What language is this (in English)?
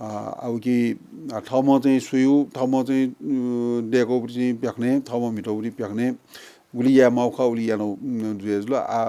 Newari